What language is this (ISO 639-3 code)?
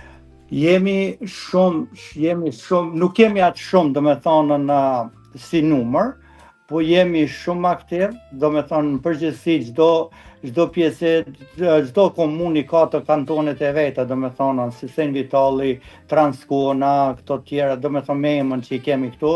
sqi